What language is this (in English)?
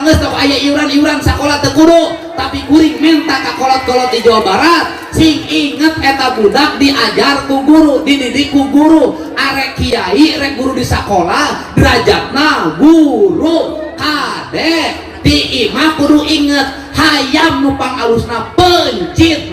Sundanese